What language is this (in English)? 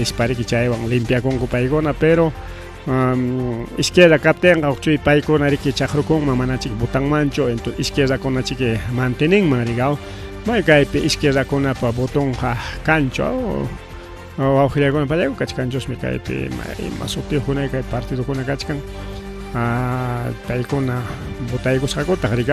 Ayacucho Quechua